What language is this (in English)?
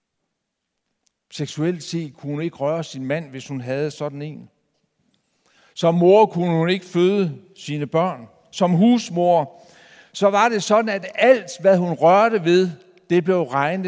Danish